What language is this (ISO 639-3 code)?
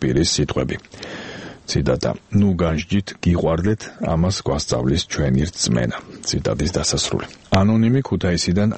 kat